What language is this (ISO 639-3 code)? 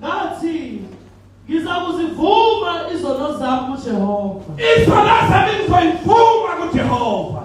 zul